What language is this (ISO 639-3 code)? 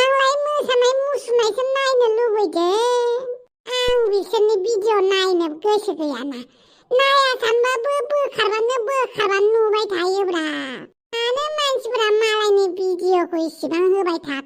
brx